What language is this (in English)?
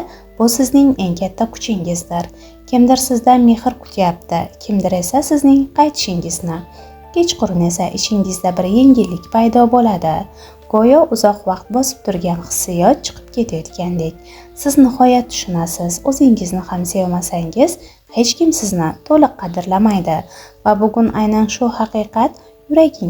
Uzbek